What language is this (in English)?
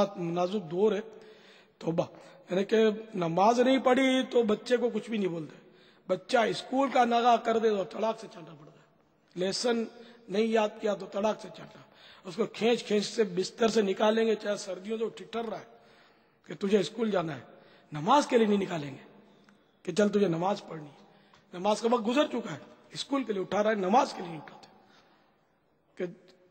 Urdu